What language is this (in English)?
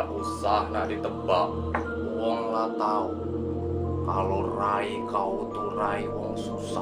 Musi